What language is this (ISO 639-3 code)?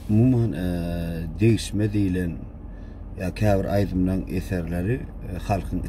tuk